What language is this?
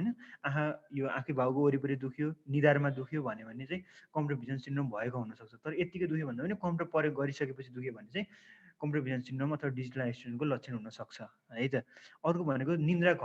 Nepali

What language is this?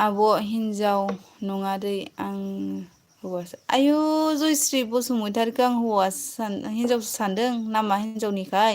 Bodo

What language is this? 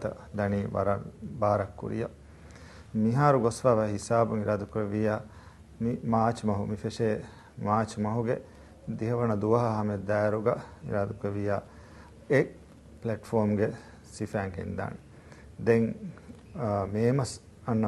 Divehi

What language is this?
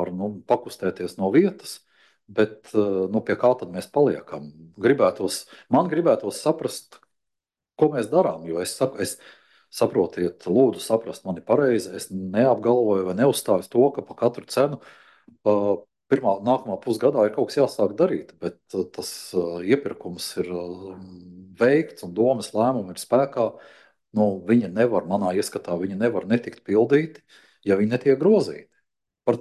Latvian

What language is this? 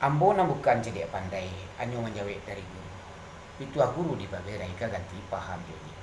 Minangkabau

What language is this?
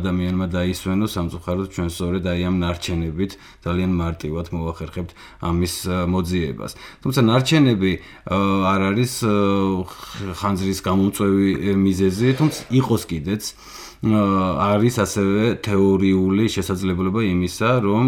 Georgian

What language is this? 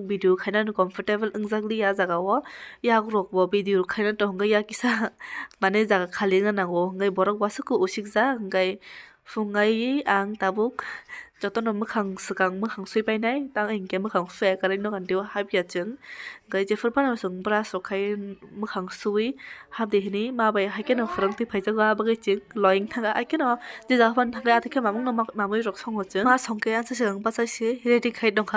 Kok Borok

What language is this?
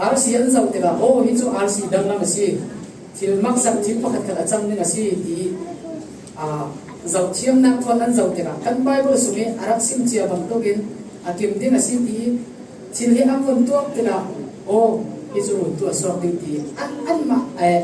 Falam Chin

